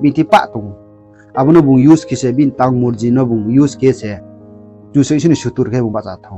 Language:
Riang (India)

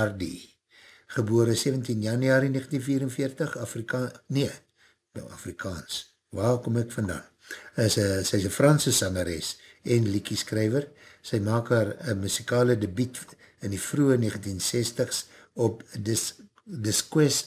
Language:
Afrikaans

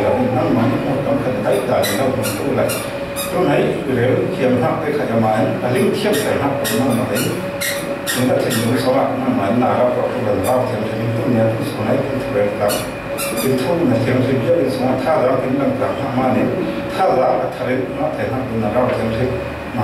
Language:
Falam Chin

